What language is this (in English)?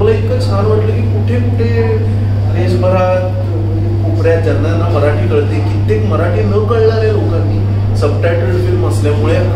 Marathi